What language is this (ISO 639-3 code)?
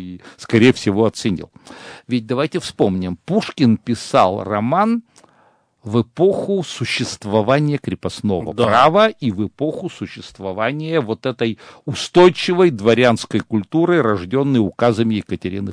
rus